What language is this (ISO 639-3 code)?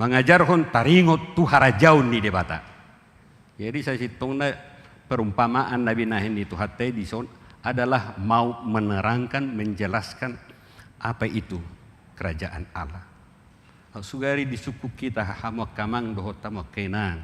bbc